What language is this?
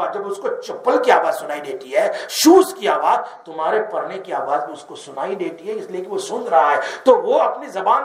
Urdu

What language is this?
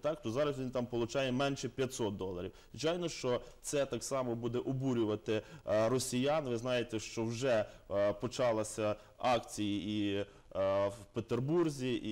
Ukrainian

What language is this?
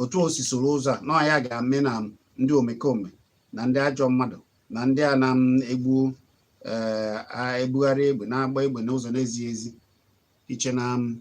Igbo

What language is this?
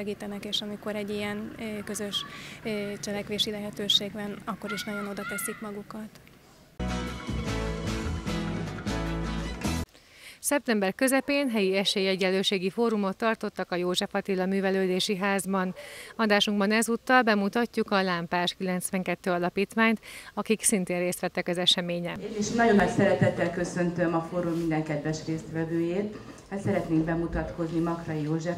Hungarian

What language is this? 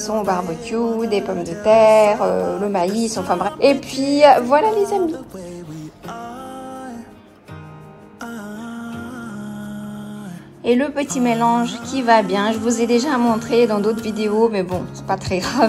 French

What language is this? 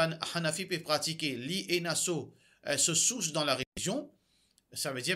Morisyen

